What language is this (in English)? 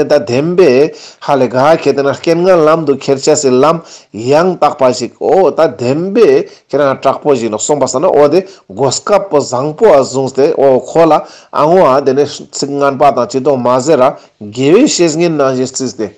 Ladakhi